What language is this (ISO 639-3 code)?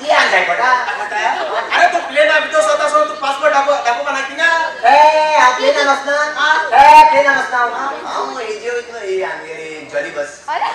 kok